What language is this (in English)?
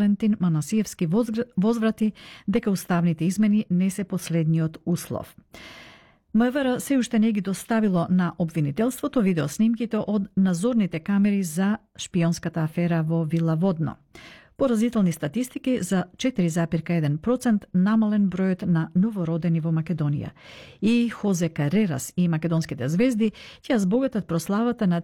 Macedonian